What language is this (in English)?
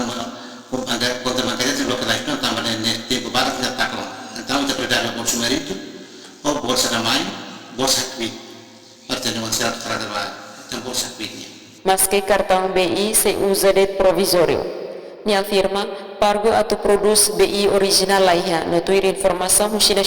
Tetum